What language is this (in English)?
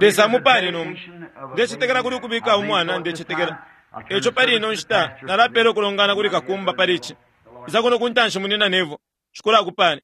Bemba